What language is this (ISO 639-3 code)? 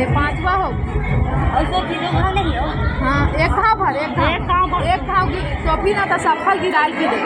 hne